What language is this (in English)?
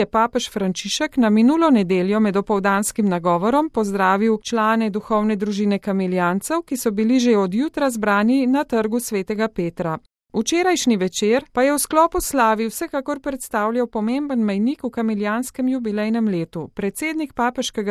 Slovenian